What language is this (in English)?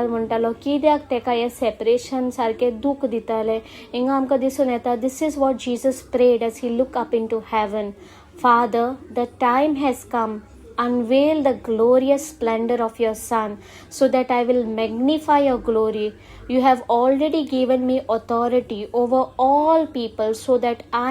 Konkani